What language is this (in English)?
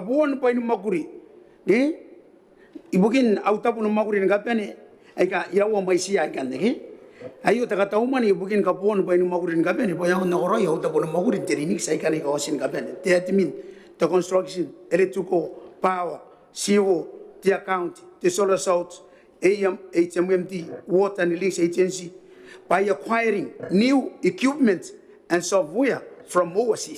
Gilbertese